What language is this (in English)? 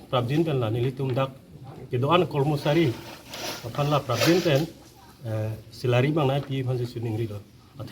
Karbi